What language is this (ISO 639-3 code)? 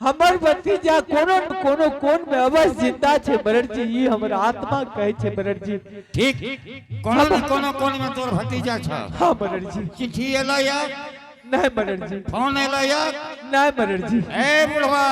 anp